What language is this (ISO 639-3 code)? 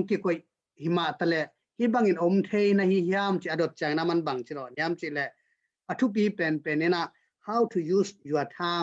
ctd